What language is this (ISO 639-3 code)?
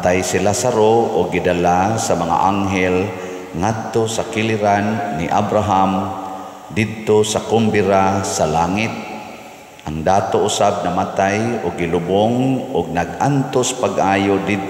ceb